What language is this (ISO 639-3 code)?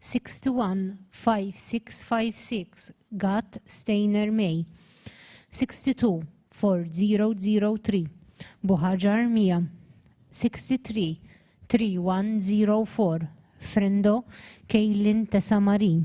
eng